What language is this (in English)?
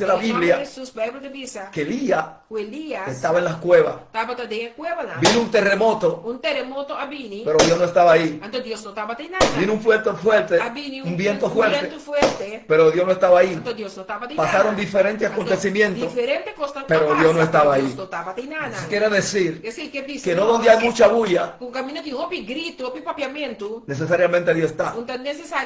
Papiamento